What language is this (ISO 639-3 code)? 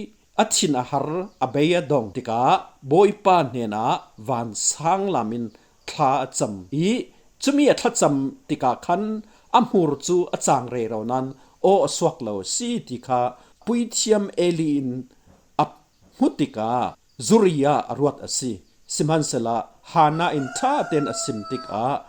cfm